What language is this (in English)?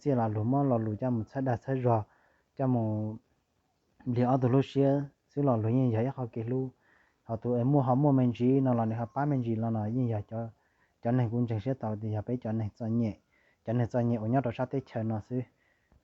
Hmong